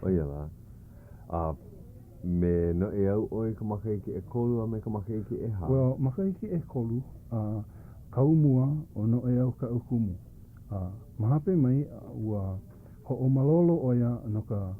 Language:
Hawaiian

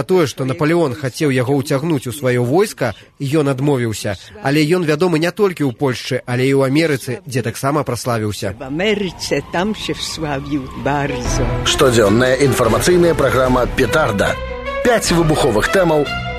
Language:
Belarusian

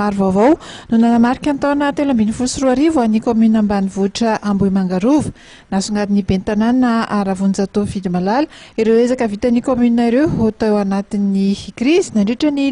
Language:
Malagasy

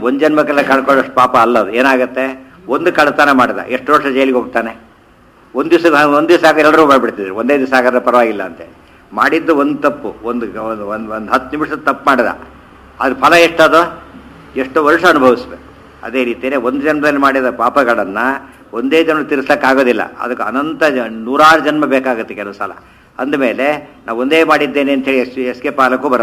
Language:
Kannada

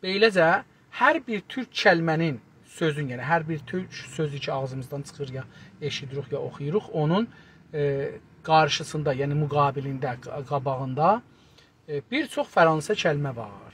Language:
South Azerbaijani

